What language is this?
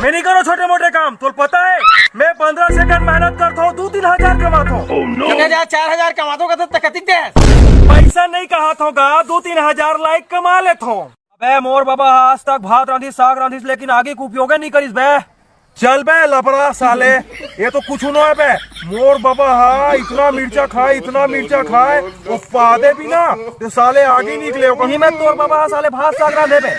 Chhattisgarhi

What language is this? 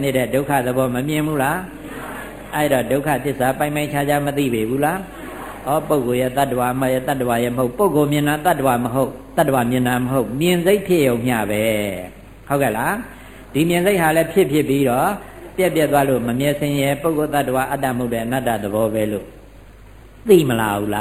Burmese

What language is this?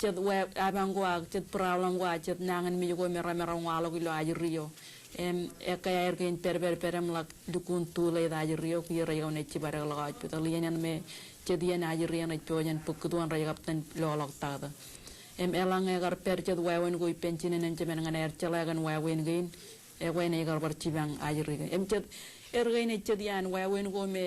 Marshallese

